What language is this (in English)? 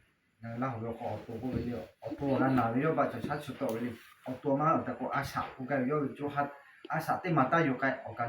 Lahu